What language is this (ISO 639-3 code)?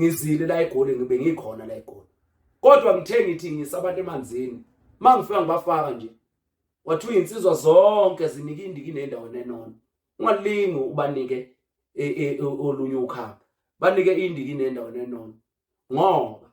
zul